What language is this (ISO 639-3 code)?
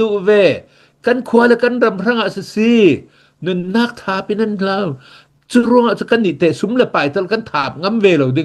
cnh